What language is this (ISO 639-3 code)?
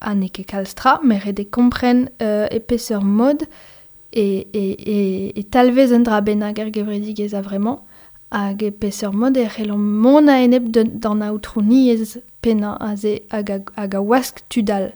bre